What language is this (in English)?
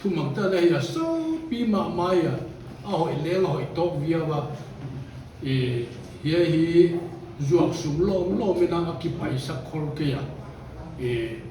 Paite Chin